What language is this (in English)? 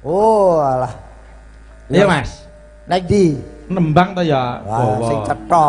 Javanese